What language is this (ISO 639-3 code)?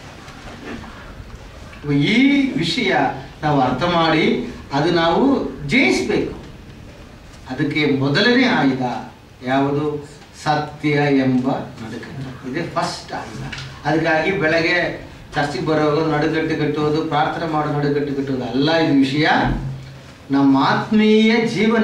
kan